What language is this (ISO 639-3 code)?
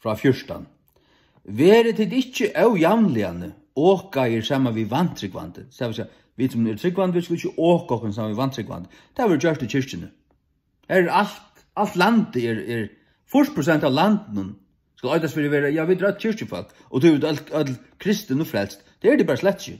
fao